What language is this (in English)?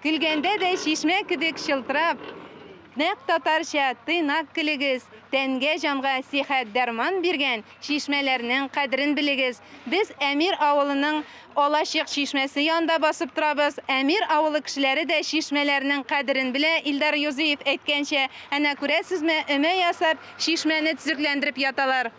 Tatar